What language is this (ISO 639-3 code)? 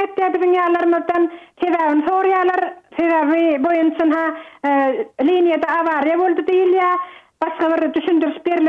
tuk